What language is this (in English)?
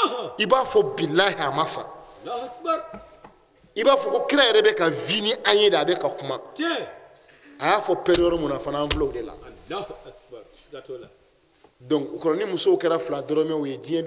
Bambara